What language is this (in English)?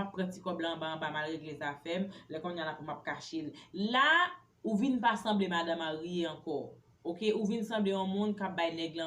Haitian Creole